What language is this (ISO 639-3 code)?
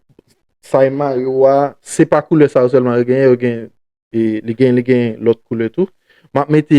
hat